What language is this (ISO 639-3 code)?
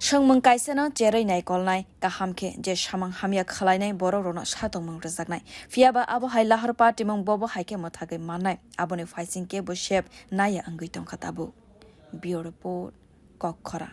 trp